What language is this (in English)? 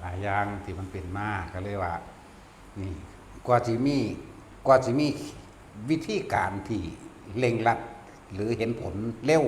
Northeastern Thai